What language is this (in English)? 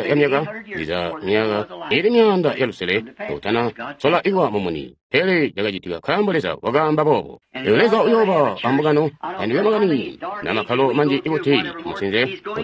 Tonga (Zambia)